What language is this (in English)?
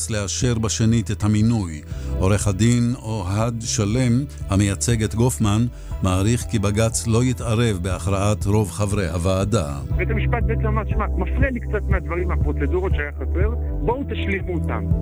Hebrew